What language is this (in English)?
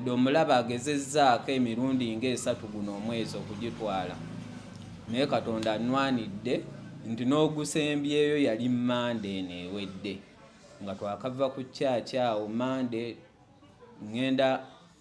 Ganda